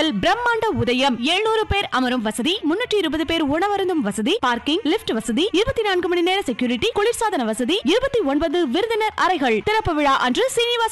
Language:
Tamil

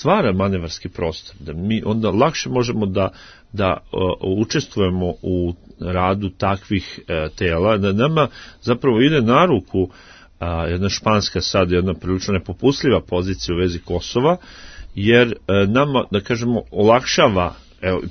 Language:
Serbian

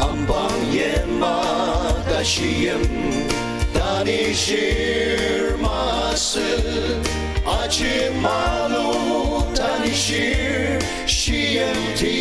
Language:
Ao Naga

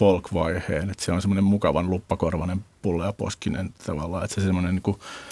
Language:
Finnish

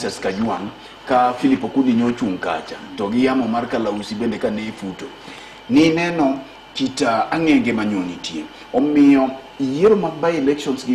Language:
Luo (Kenya and Tanzania)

